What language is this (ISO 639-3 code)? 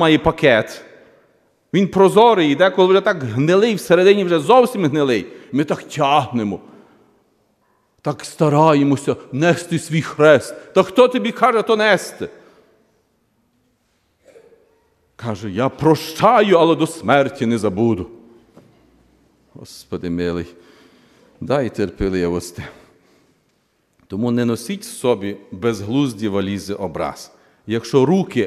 ukr